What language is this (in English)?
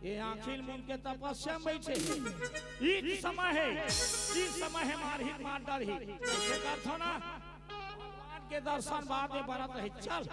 Chhattisgarhi